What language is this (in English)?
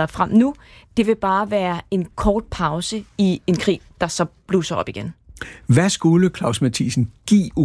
Danish